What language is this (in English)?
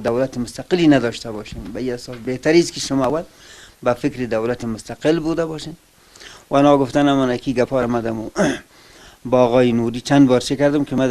Persian